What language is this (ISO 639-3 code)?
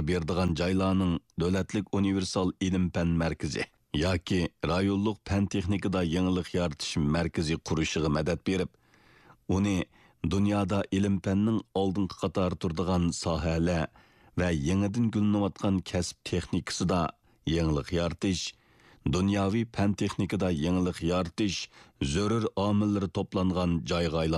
uig